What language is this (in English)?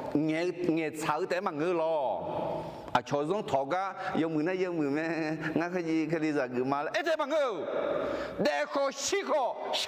Akha